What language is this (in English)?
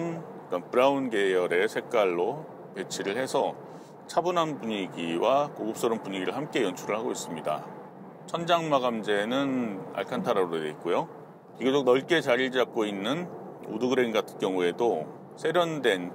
Korean